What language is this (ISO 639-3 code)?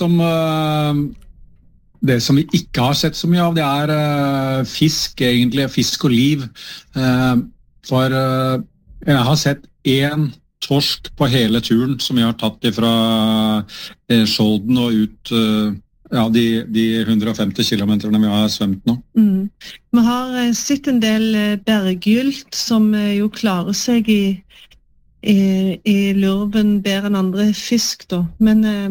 nor